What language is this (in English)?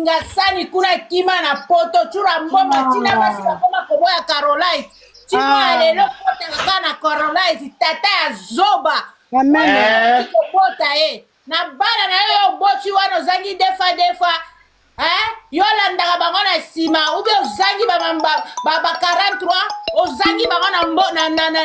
Lingala